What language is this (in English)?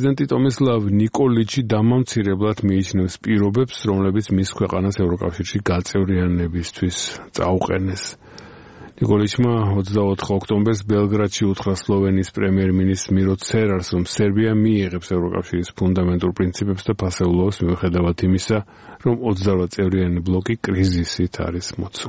Georgian